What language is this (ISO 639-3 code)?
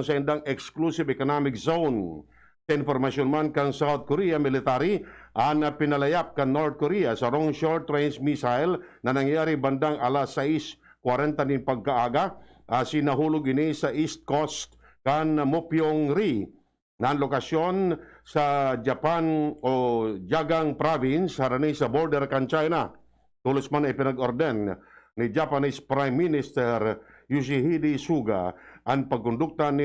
bik